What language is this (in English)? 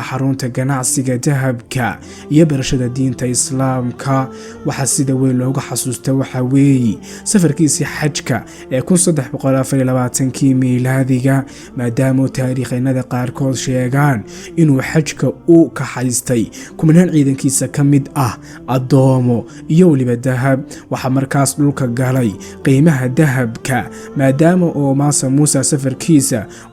Somali